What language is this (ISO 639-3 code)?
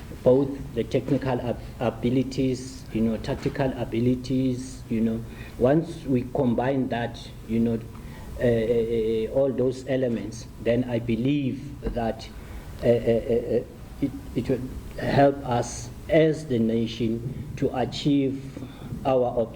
sot